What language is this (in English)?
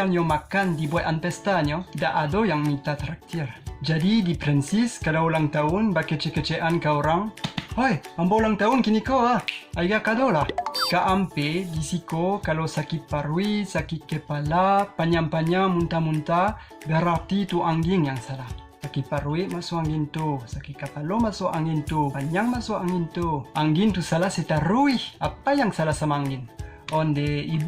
Minangkabau